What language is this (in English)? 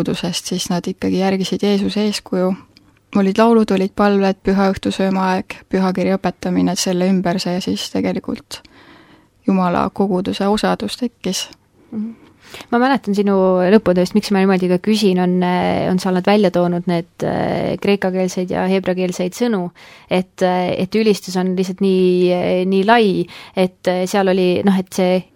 Estonian